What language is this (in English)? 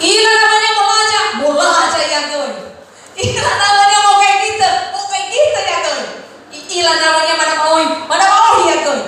Nias